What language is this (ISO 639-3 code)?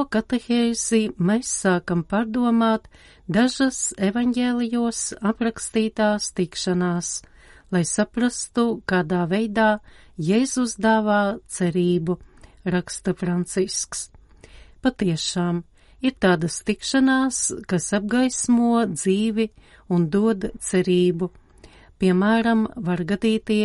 lav